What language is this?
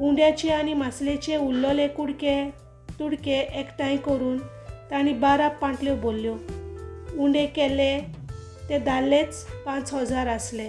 Konkani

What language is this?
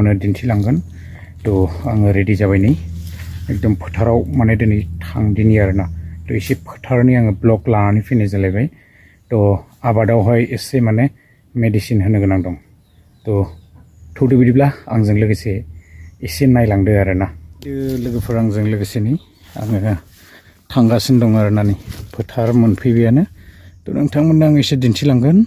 Bodo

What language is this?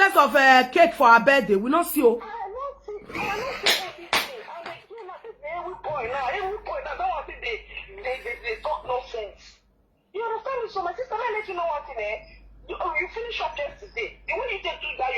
Nigerian Pidgin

